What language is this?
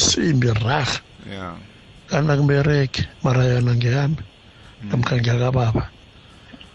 South Ndebele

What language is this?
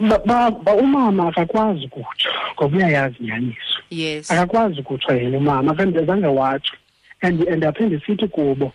Xhosa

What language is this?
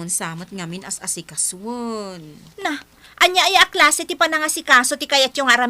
Iloko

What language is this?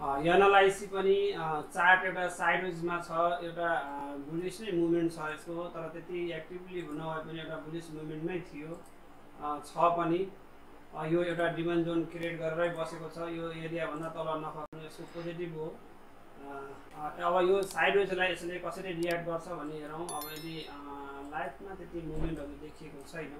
Nepali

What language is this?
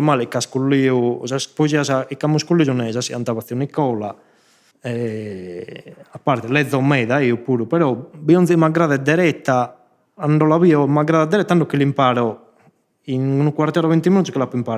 Sardinian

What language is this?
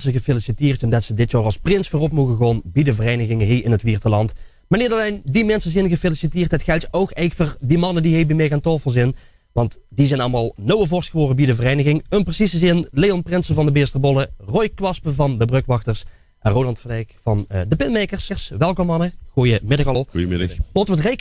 Limburgish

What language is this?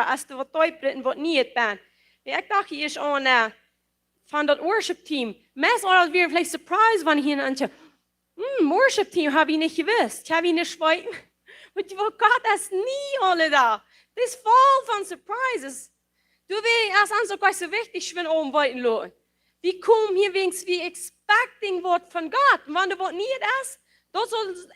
Plautdietsch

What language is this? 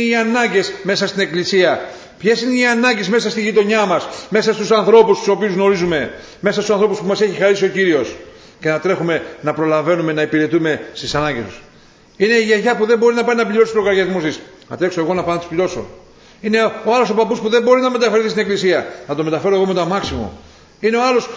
Greek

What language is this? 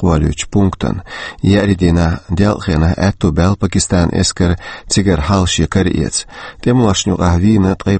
Chechen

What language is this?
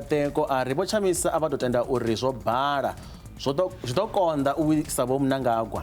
Venda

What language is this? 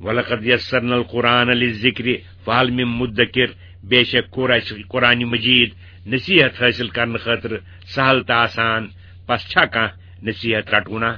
Kashmiri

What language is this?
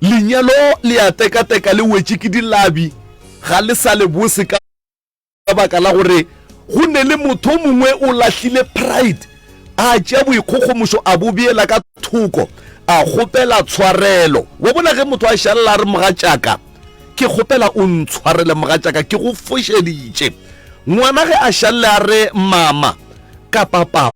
Northern Sotho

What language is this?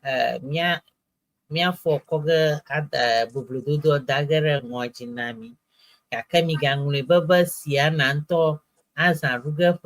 Ewe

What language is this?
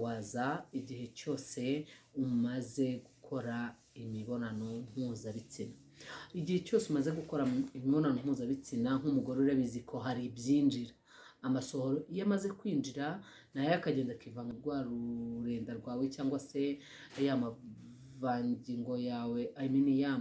Kinyarwanda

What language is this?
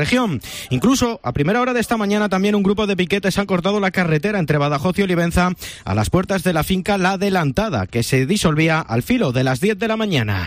Spanish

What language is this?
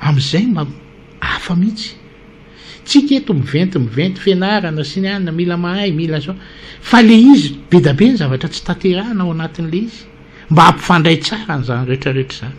Malagasy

